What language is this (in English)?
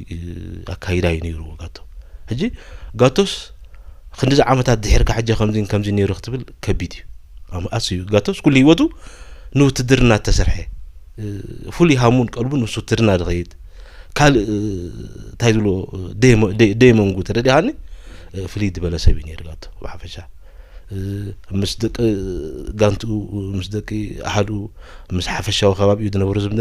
Tigrinya